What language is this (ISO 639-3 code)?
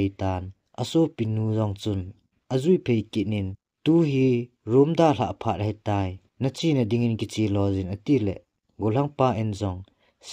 tcz